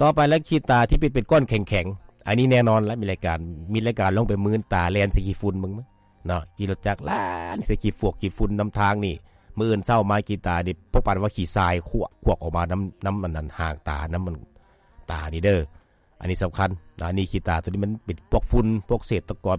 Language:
Lao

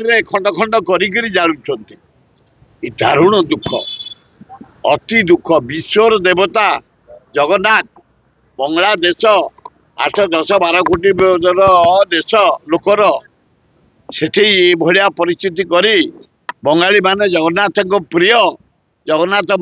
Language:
Odia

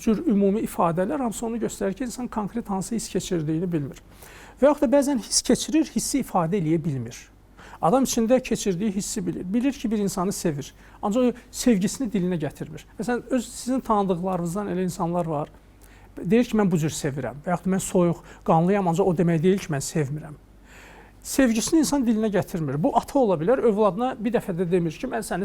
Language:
Azerbaijani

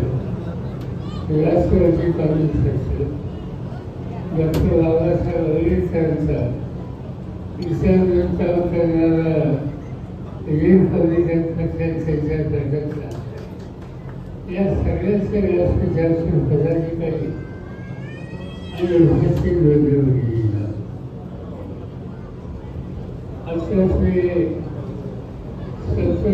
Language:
Marathi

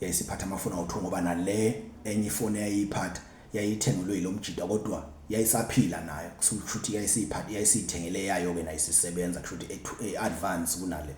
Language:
Zulu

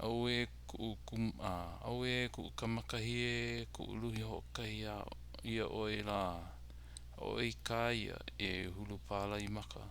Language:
Hawaiian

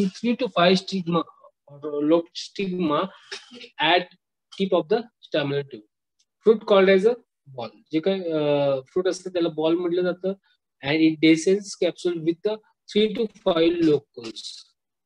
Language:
Marathi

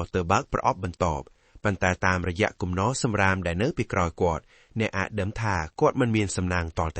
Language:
Khmer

